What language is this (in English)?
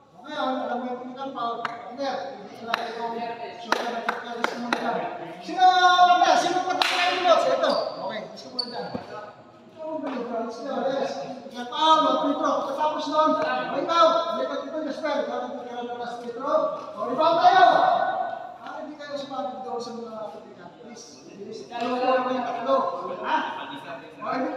Filipino